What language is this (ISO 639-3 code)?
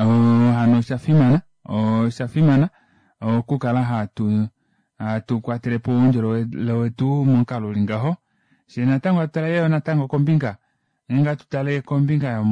kua